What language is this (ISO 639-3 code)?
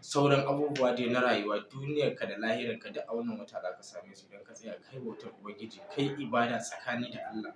hau